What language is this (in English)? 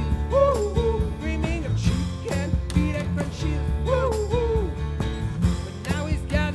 Breton